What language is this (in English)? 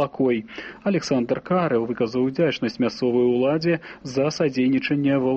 Belarusian